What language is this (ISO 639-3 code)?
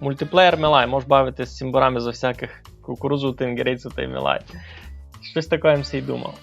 rue